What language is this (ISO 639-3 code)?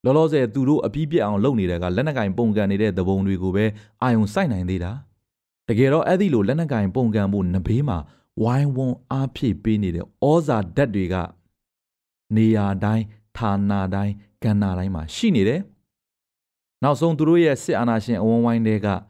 mya